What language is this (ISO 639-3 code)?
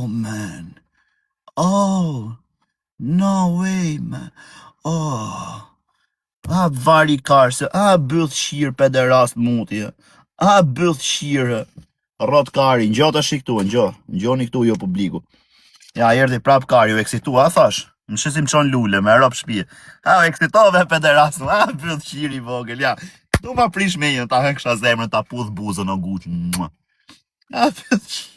sqi